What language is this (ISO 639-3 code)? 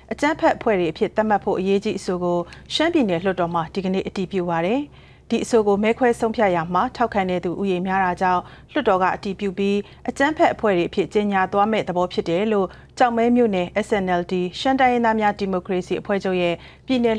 mya